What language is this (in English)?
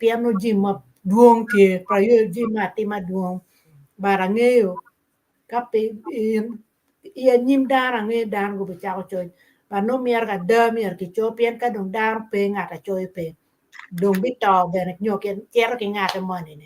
Acoli